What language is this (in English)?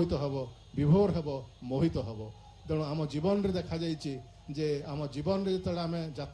Odia